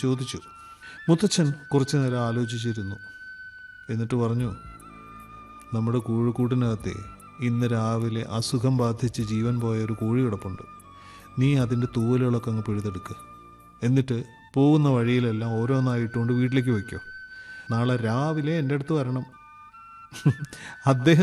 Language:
Malayalam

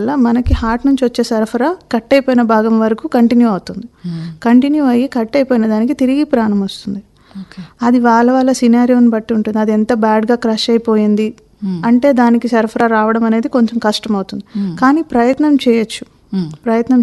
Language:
Telugu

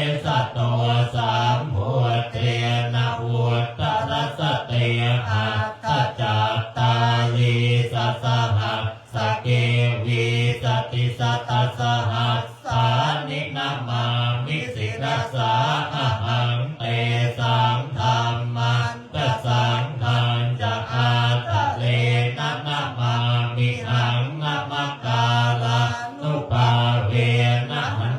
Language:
Pali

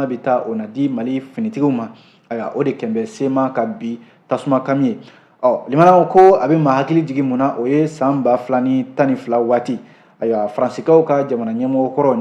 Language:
Bambara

